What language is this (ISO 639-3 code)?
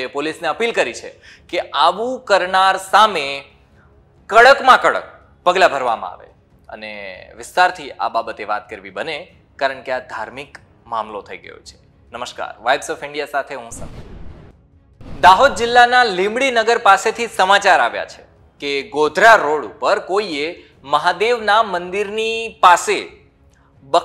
guj